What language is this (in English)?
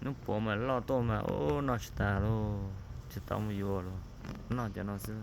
Hmong